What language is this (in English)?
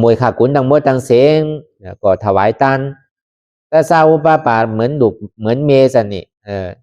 Shan